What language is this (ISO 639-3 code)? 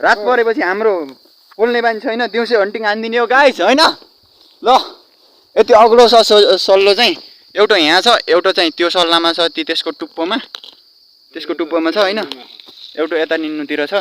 nep